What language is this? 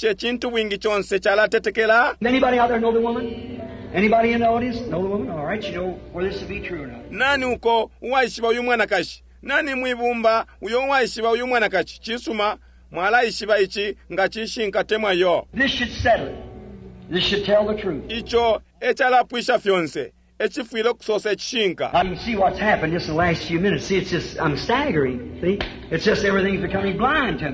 Bemba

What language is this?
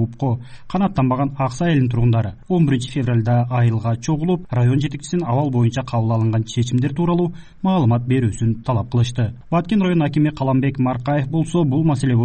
Kyrgyz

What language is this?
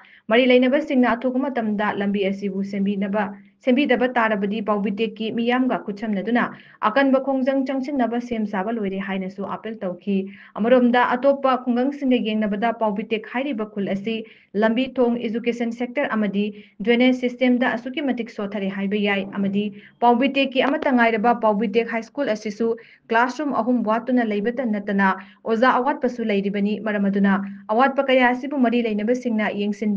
Manipuri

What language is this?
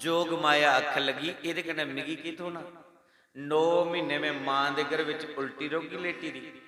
Dogri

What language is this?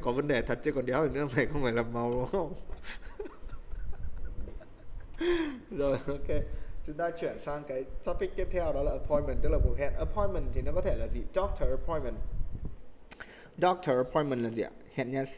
Vietnamese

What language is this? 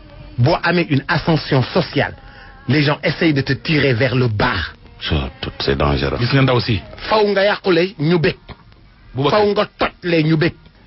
Wolof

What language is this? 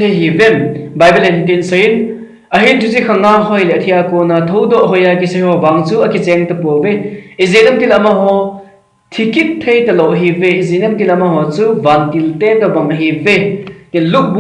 Thado Chin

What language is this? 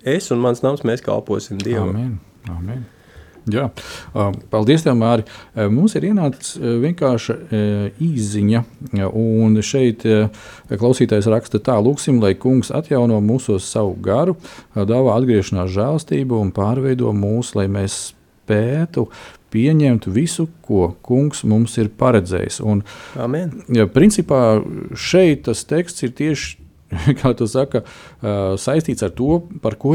Latvian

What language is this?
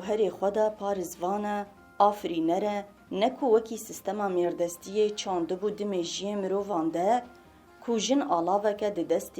Kurdish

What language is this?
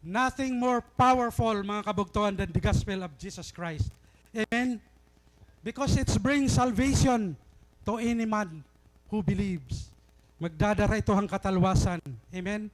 Waray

